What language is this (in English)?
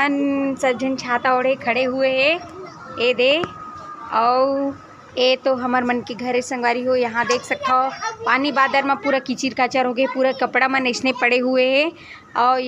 Chhattisgarhi